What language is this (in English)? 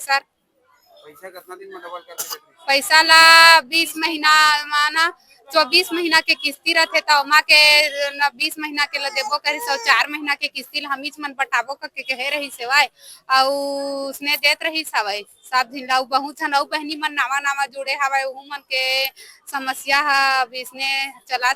Chhattisgarhi